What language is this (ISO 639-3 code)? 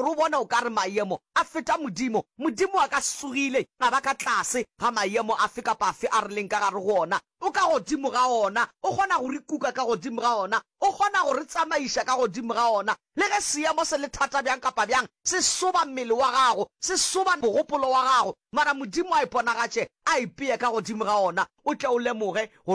nso